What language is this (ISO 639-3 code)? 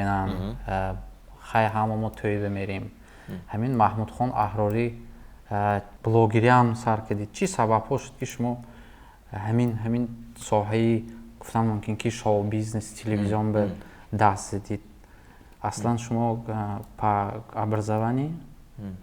tgk